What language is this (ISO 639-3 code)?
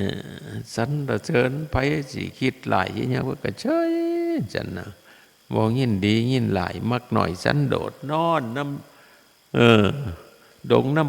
tts